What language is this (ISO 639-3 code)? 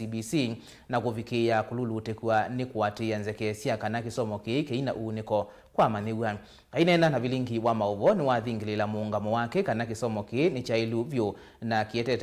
kam